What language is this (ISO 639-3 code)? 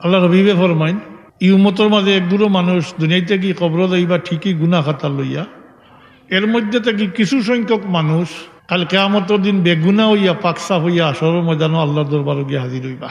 syl